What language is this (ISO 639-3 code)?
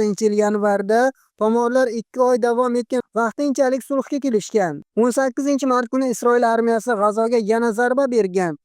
uzb